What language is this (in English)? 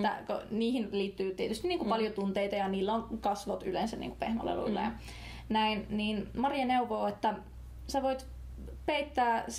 Finnish